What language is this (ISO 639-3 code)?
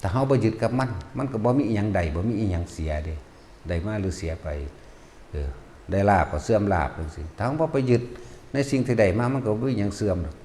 tts